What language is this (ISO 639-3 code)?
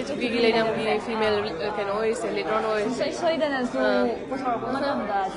mni